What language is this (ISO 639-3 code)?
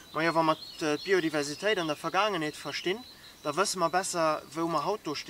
ltz